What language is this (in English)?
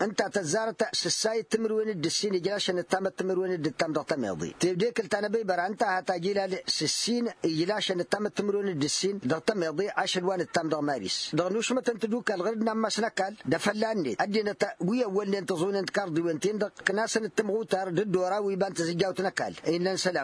Tamasheq